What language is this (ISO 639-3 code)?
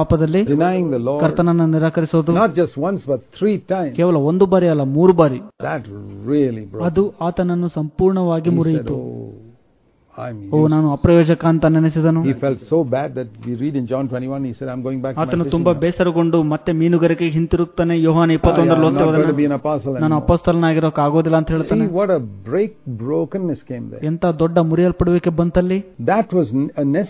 kan